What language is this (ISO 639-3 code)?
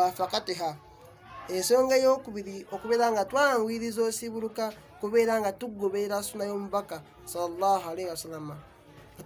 lug